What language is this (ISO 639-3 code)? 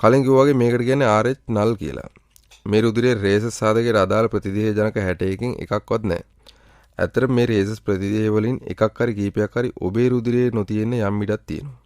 sin